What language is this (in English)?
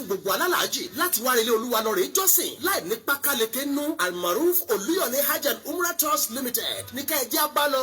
Yoruba